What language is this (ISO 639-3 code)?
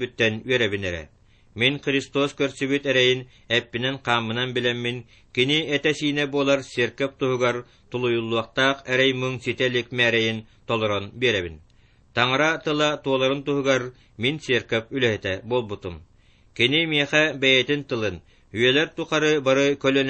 sah